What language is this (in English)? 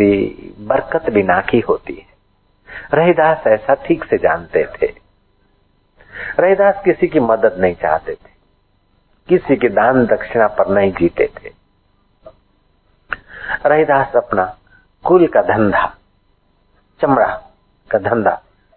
Hindi